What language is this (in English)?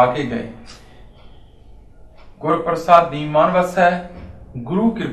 Punjabi